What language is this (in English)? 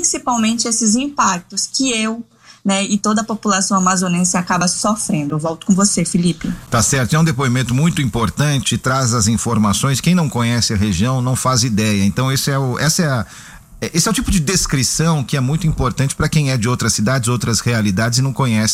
Portuguese